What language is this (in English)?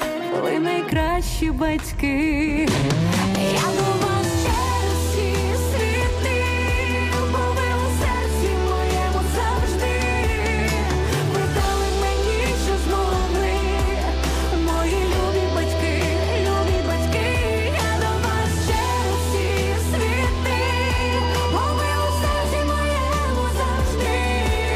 Ukrainian